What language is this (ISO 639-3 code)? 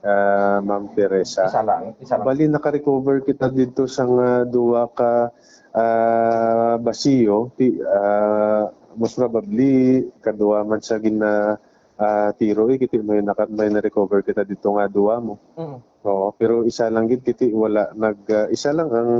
hil